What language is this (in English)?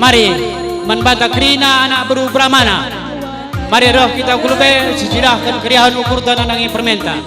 Batak Karo